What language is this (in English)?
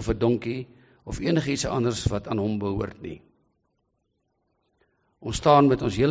Afrikaans